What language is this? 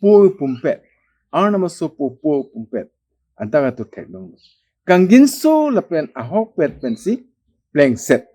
Karbi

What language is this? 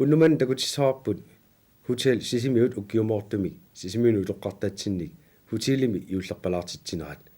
Kalaallisut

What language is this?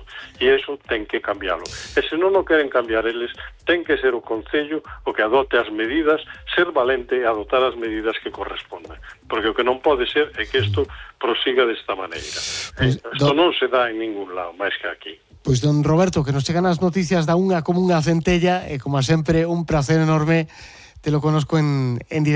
Galician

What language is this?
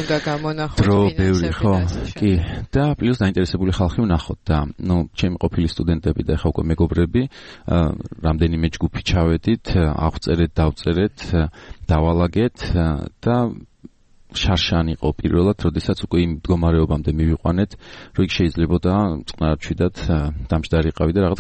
Georgian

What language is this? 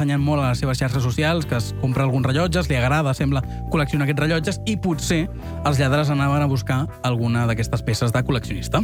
Catalan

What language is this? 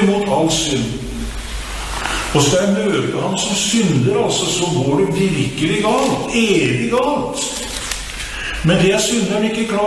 Norwegian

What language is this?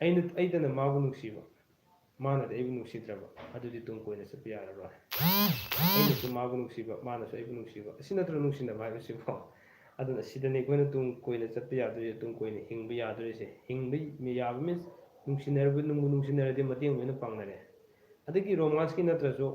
Manipuri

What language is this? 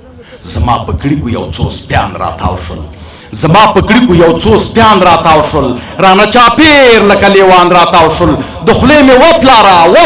Pashto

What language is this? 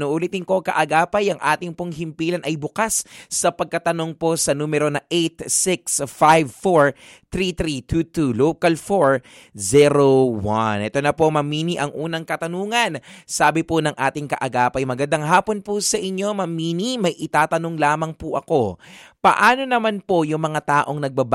Filipino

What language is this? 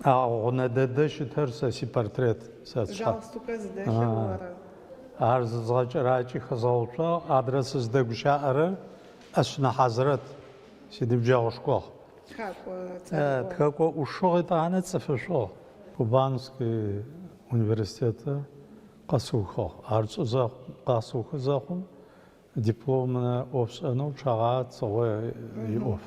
Adyghe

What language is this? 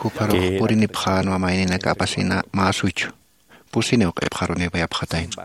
Aymara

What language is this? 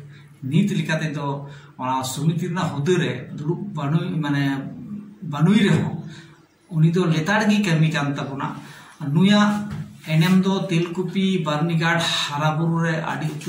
Santali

